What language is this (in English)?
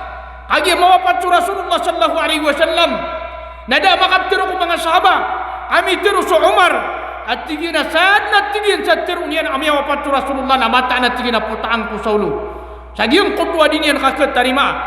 Maranao